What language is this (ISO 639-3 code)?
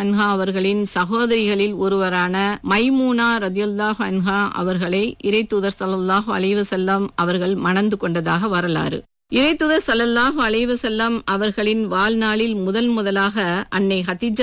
tam